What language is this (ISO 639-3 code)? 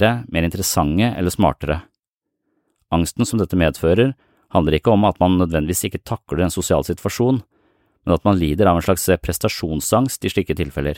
nor